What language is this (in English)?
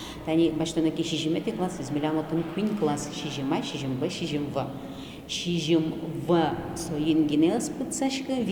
Udmurt